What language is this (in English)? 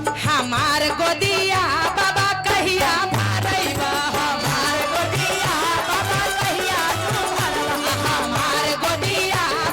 Magahi